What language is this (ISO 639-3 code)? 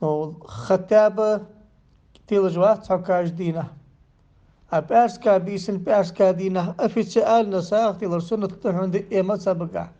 inh